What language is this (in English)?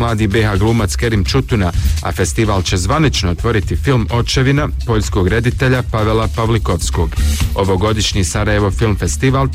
Bosnian